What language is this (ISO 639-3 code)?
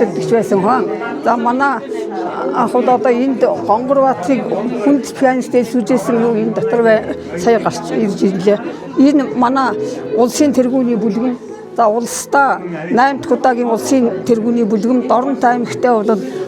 mon